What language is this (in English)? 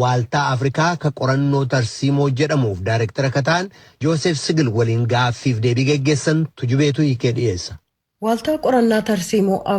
Oromo